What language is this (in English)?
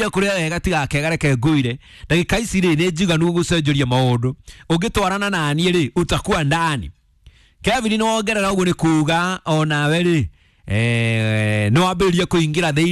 Kikuyu